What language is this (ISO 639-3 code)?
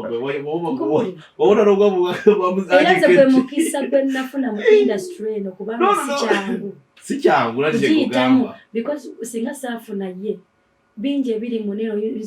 lug